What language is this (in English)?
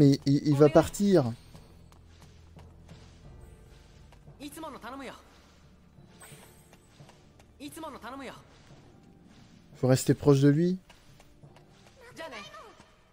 French